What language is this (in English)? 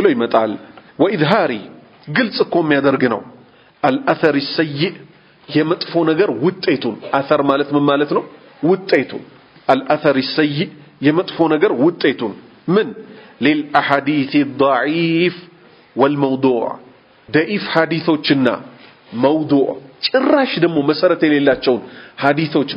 Amharic